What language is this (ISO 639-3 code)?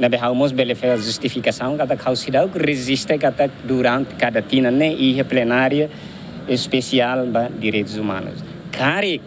tet